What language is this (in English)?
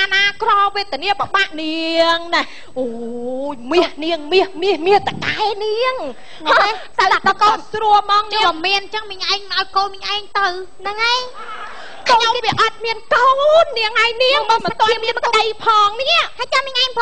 Khmer